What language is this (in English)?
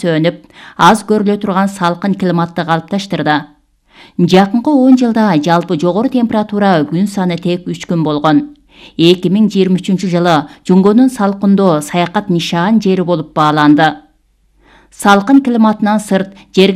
Kyrgyz